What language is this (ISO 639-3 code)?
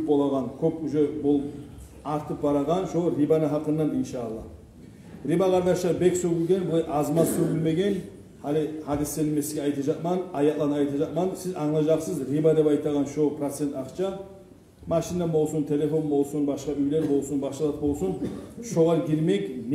kum